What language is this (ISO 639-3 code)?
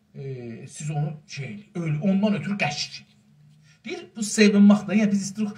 azb